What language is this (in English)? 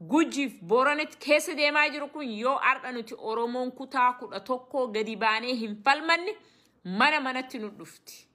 Oromo